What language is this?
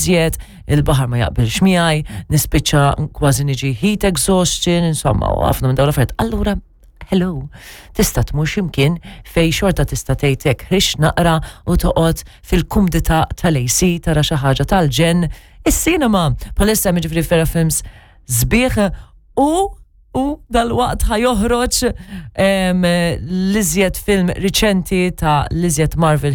Maltese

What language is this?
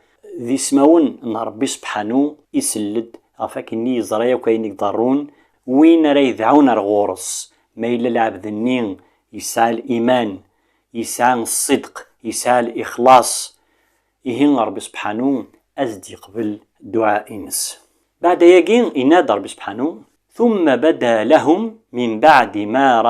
Kabyle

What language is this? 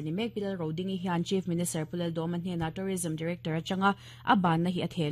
Mizo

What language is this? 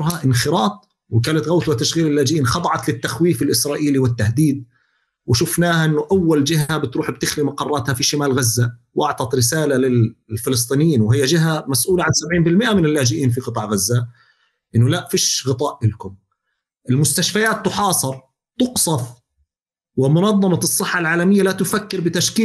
North Levantine Arabic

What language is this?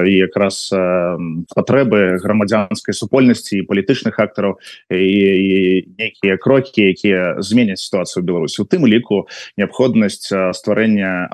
Belarusian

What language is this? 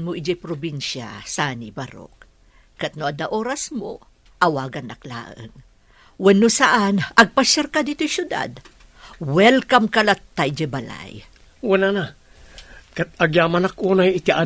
Iloko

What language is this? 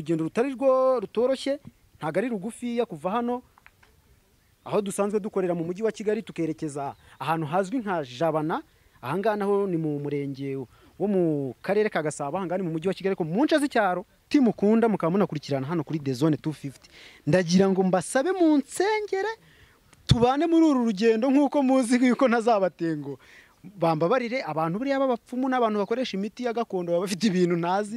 Kinyarwanda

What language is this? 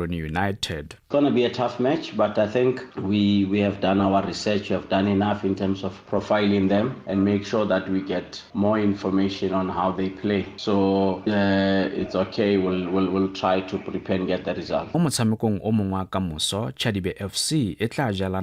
Tswana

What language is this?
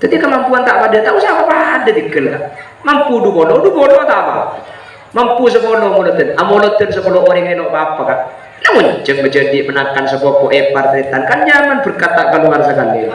Madurese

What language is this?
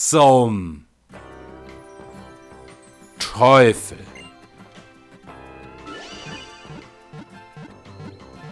German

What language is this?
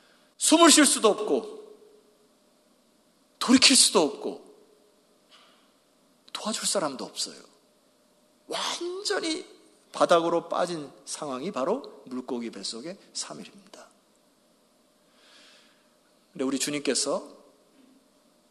Korean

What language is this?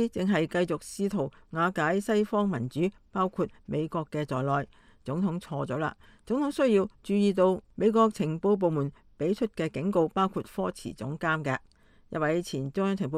Cantonese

